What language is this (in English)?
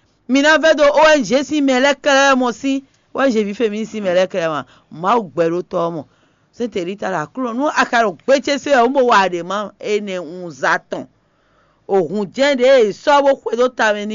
Fon